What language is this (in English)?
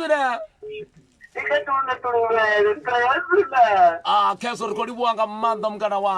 Venda